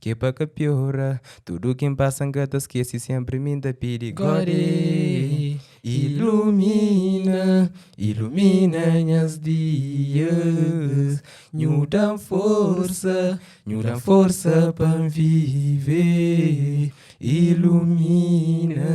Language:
Kabuverdianu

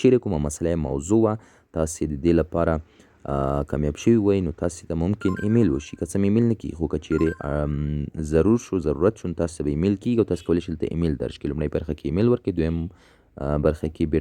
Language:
Pashto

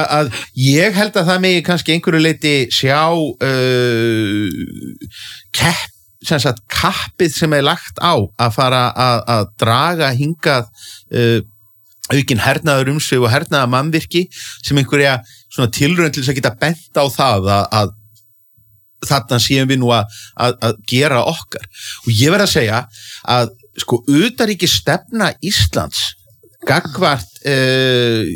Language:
Icelandic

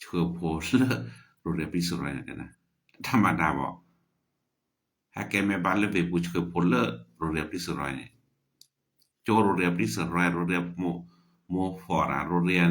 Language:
S'gaw Karen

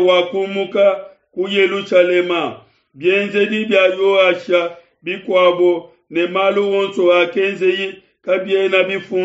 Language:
Luba-Lulua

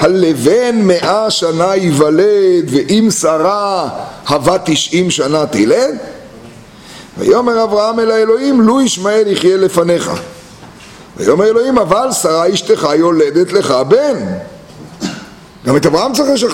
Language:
Hebrew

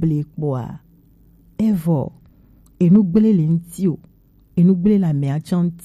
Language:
Gen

